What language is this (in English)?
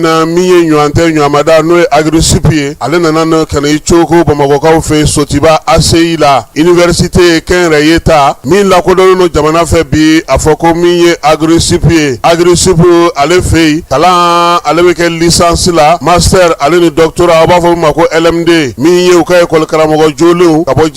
Bambara